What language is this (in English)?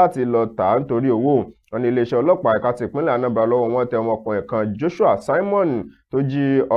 Yoruba